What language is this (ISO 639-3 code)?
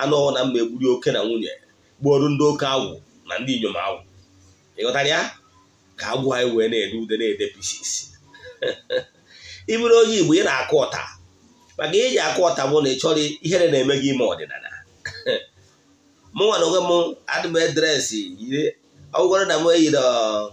ibo